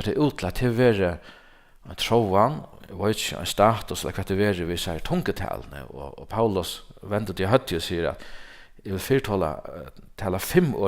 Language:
Faroese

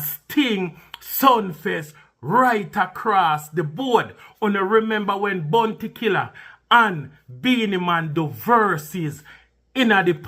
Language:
Jamaican Creole English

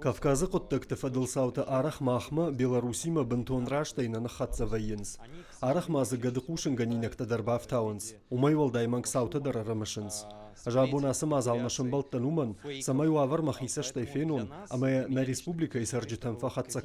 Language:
Ossetic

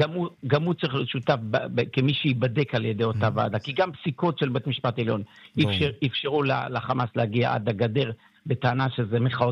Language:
Hebrew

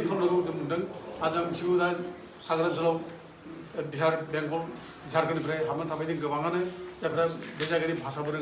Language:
Bodo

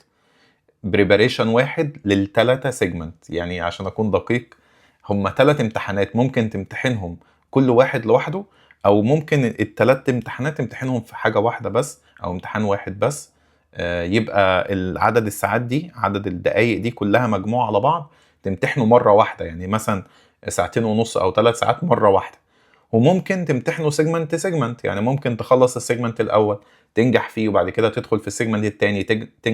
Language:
Egyptian Arabic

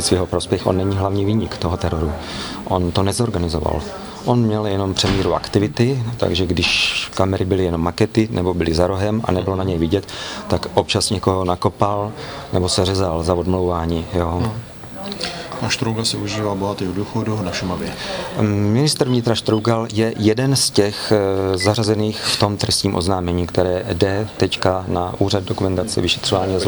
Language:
Czech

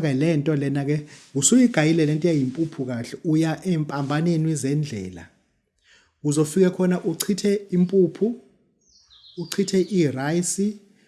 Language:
Zulu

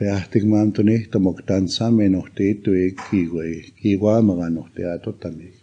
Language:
Plains Cree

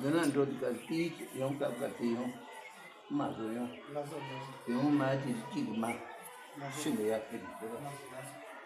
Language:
Tibetan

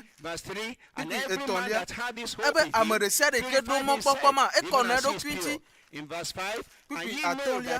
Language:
Ewe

